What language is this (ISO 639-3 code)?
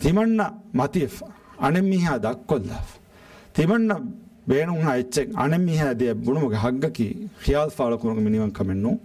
div